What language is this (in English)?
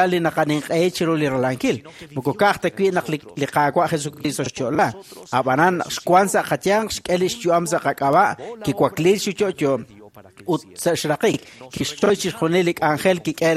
Kekchí